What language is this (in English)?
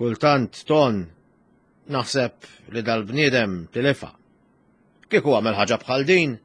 Maltese